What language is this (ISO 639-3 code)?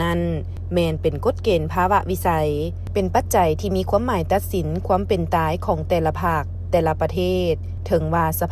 lao